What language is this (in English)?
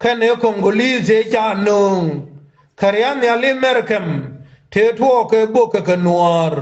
Nuer